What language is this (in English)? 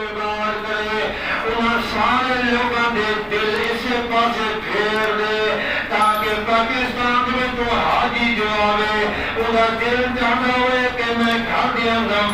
Saraiki